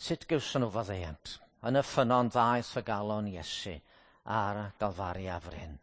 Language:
Welsh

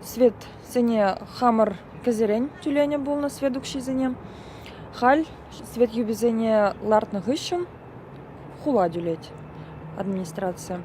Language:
Chuvash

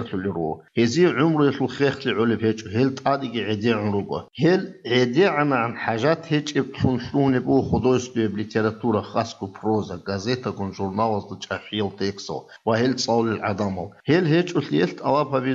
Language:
Avaric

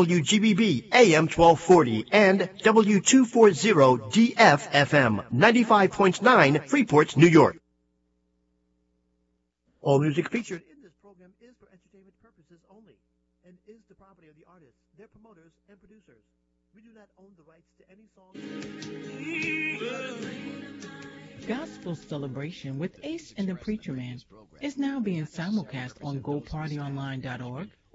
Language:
English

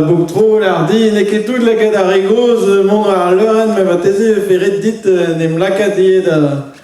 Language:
Breton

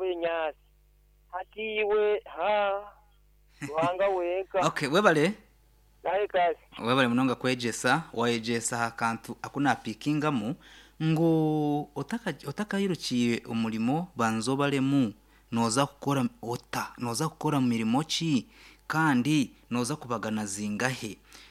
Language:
Nyankole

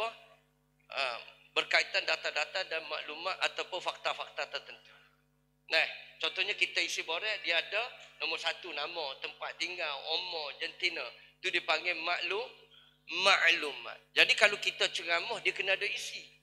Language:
Malay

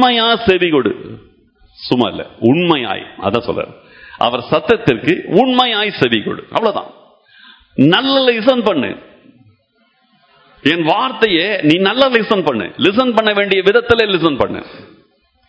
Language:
Tamil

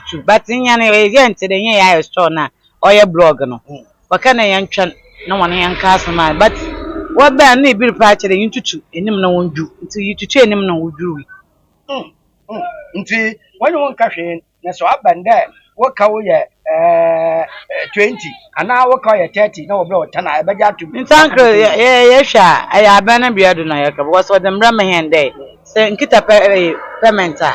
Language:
Akan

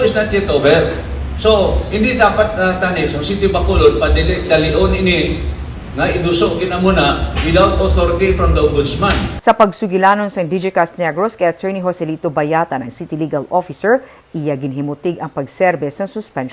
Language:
Hiligaynon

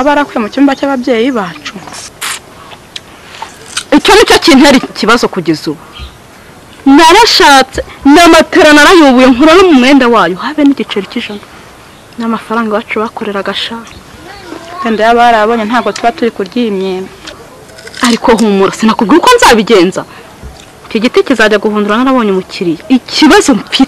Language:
Kinyarwanda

